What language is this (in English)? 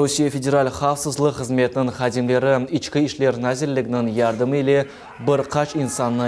Crimean Tatar